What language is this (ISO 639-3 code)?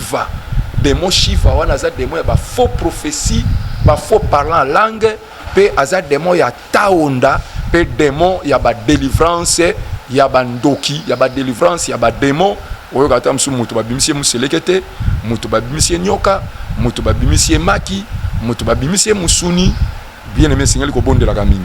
lin